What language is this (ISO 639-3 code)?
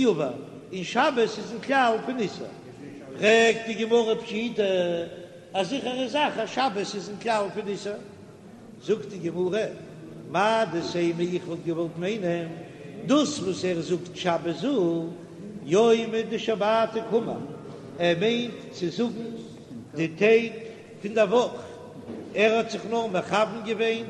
yid